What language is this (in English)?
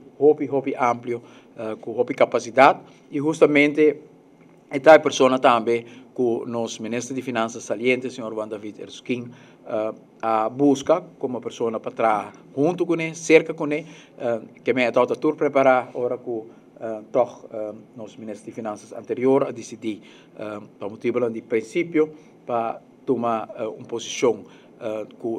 Papiamento